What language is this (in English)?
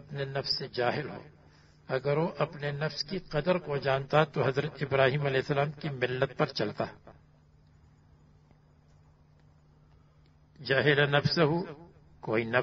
Urdu